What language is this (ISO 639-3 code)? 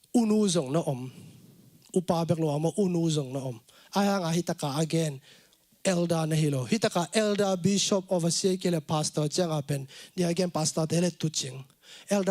ctd